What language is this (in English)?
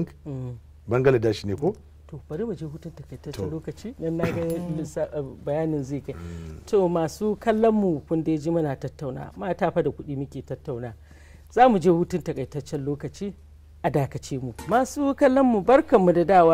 Hausa